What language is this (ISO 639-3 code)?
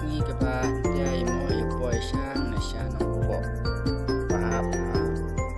kha